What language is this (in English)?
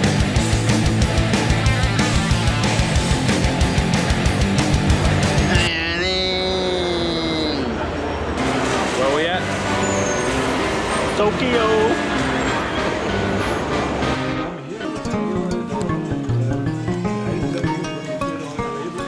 Dutch